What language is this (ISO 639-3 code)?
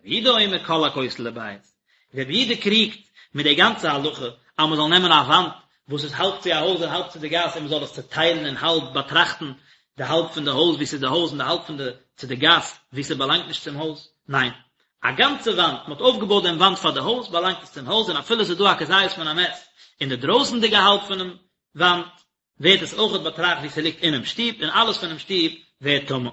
yid